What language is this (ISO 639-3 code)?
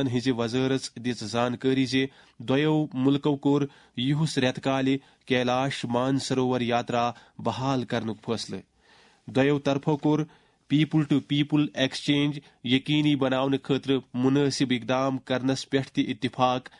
kas